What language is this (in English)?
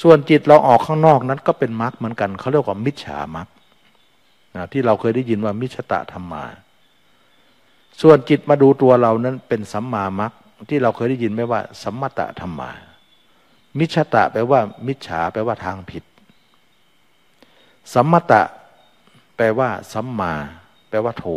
Thai